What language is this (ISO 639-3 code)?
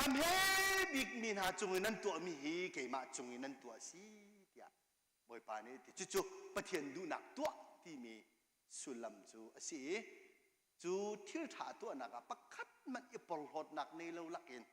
cnh